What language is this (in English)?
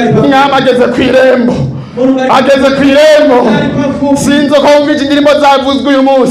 Rundi